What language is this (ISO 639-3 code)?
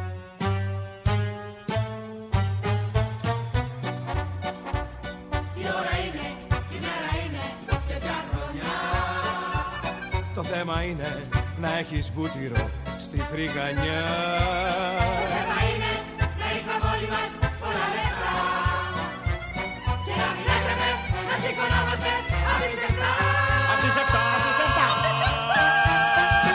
ell